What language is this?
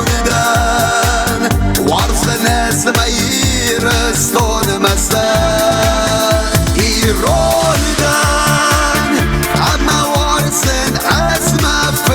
Ossetic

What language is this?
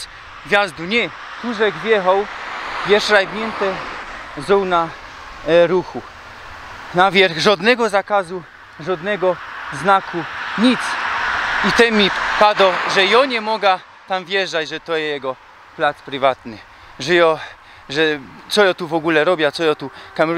Silesian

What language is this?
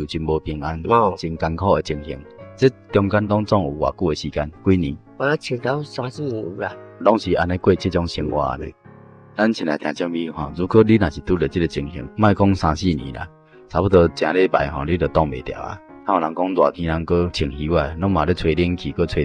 Min Nan Chinese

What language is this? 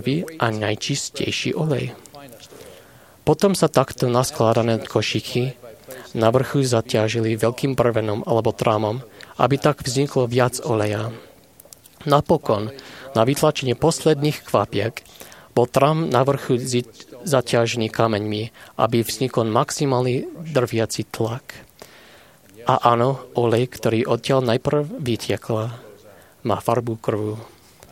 Slovak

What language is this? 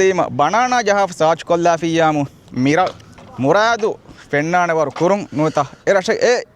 Divehi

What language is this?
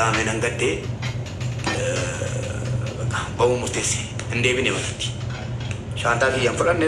Oromo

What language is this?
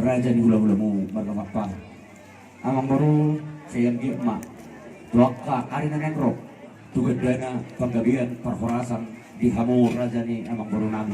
Batak Toba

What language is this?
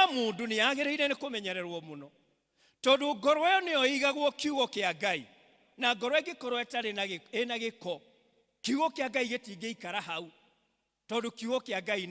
Kikuyu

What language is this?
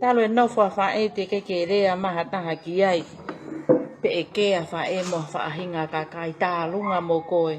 Tongan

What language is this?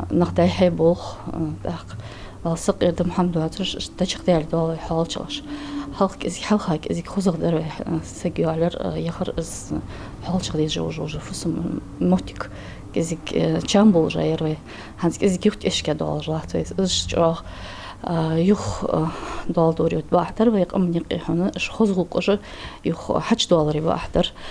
Ingush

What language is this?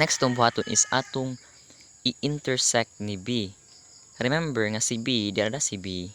Cebuano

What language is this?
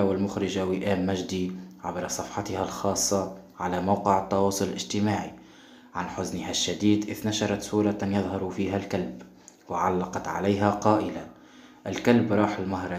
Arabic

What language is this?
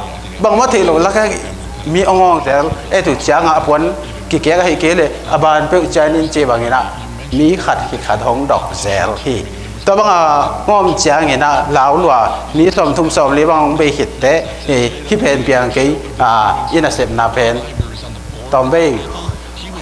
Tedim Chin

